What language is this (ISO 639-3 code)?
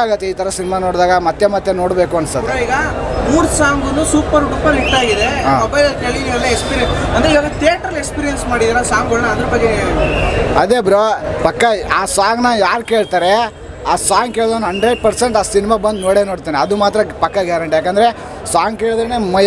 kan